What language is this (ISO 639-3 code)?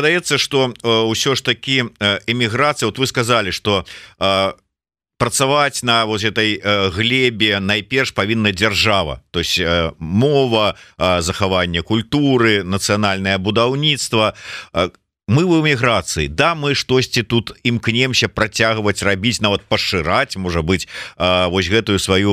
bel